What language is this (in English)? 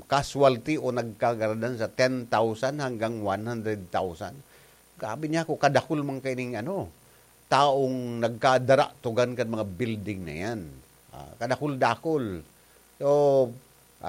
Bikol